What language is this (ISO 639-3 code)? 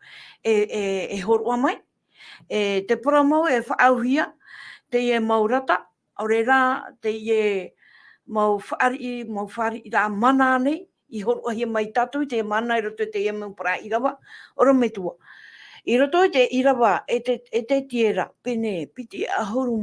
tah